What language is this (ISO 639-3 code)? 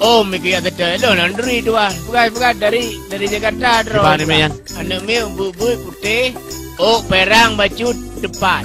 ace